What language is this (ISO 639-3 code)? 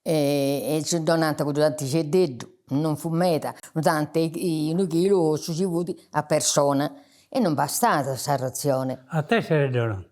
srd